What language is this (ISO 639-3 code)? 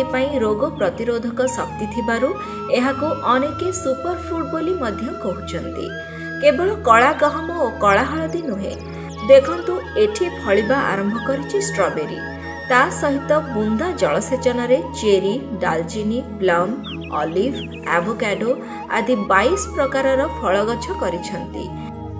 ori